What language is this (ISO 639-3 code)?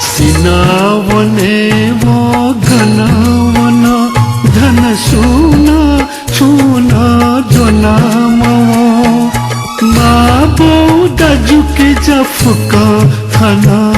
new